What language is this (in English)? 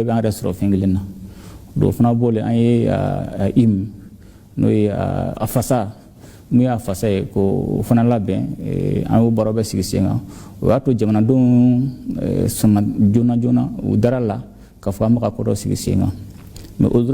Bambara